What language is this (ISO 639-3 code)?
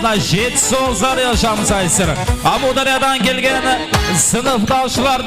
kaa